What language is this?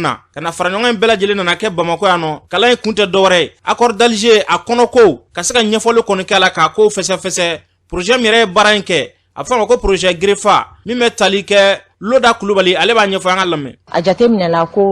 Bambara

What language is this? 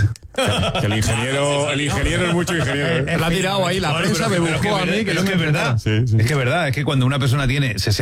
Spanish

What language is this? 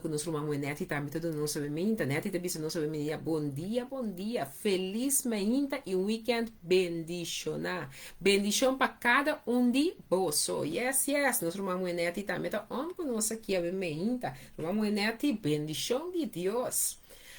Papiamento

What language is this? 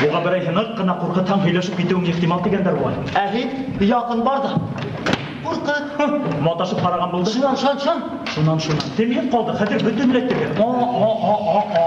Bashkir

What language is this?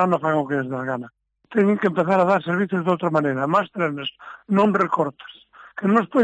Galician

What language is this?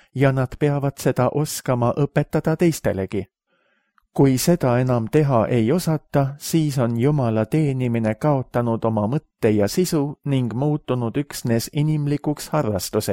Estonian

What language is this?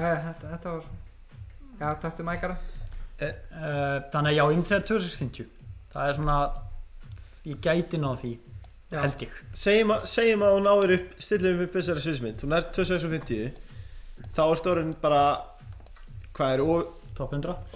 Icelandic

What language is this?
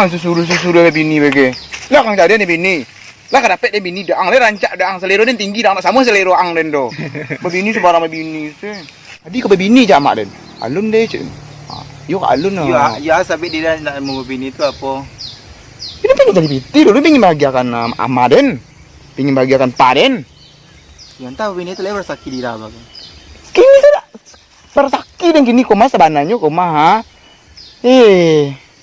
Minangkabau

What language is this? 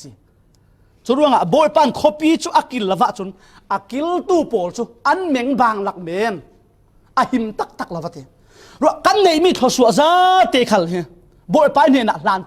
Falam Chin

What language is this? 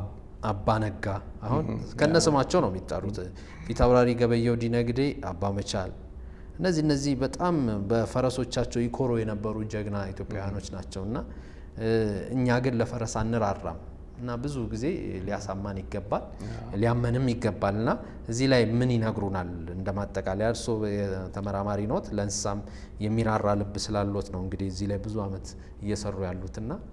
Amharic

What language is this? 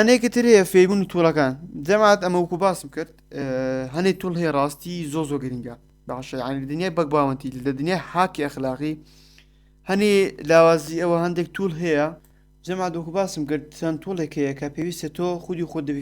Central Kurdish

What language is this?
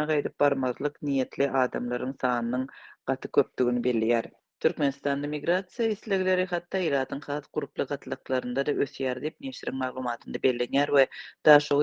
Turkmen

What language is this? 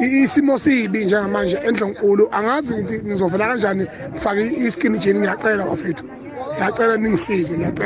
Zulu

